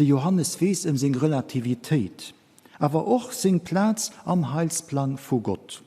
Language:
Luxembourgish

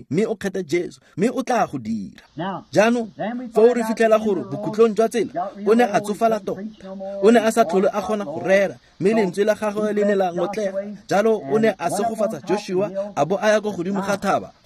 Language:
Tswana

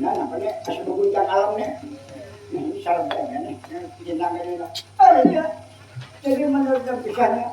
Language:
Banjar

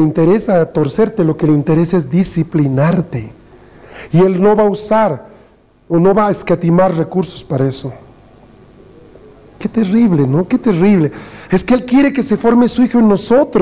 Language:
Spanish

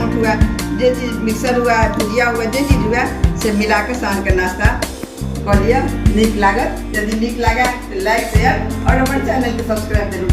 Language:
Maithili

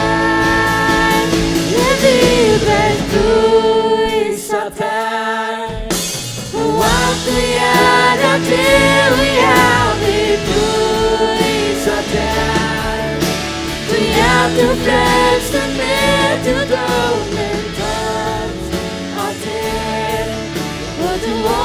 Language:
Faroese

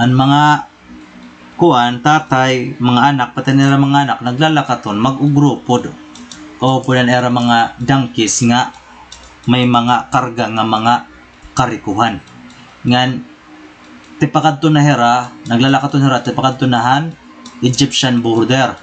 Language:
Waray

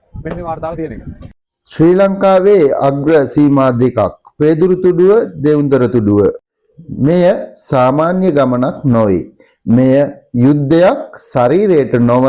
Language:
Sinhala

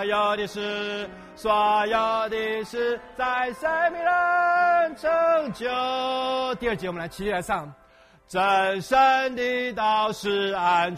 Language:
Chinese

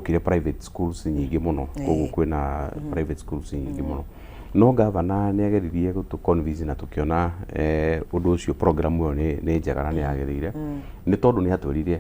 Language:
Kikuyu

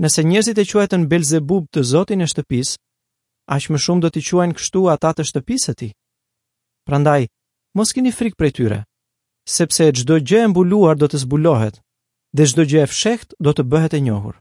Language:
Albanian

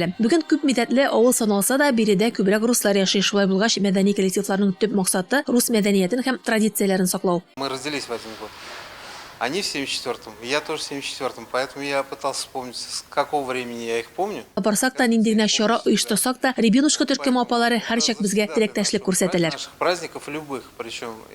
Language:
Tatar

